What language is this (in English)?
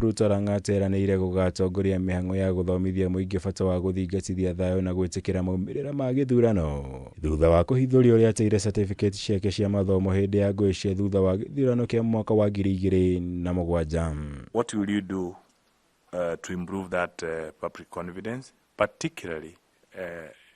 Kikuyu